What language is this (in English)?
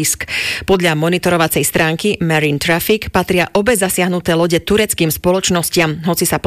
Slovak